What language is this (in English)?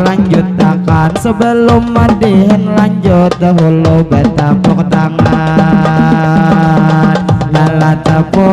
Banjar